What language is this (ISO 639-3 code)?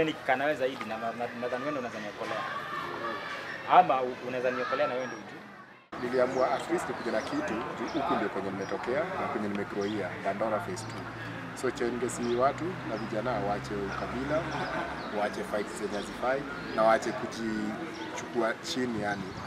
swa